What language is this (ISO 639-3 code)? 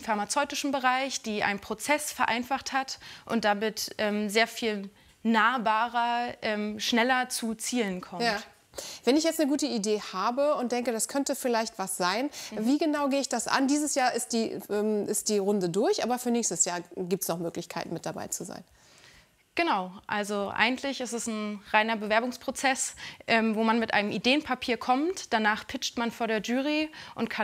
deu